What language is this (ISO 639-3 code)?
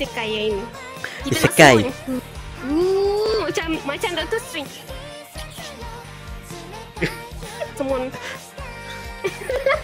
msa